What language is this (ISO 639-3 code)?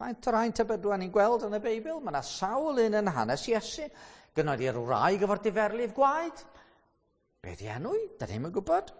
cym